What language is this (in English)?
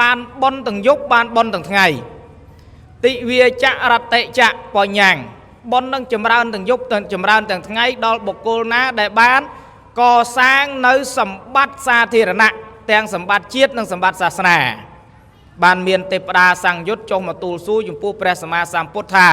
Khmer